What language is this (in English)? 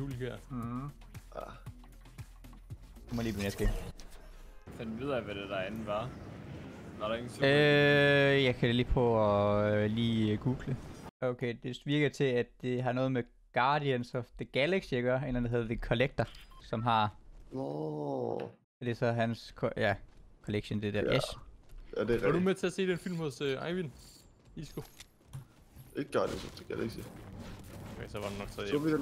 Danish